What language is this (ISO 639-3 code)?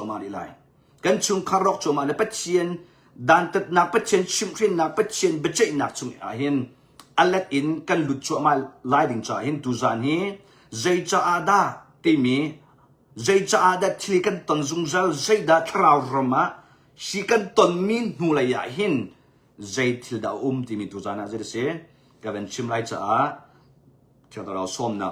cnh